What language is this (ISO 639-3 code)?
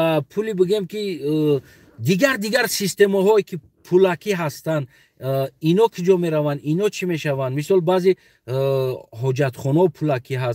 tgk